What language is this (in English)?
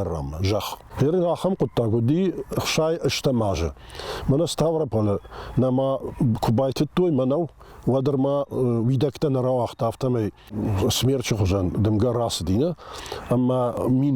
Ossetic